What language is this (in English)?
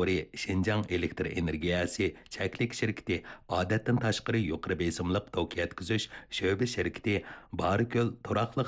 Uyghur